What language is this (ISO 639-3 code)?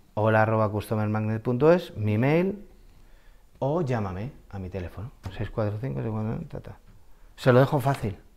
spa